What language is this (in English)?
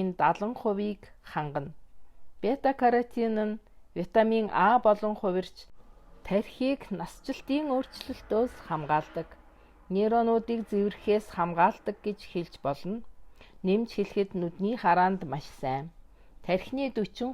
Mongolian